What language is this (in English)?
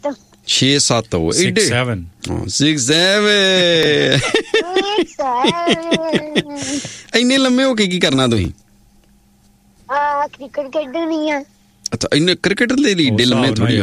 Punjabi